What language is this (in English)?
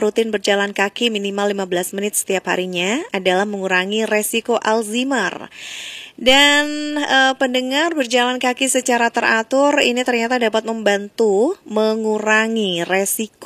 Indonesian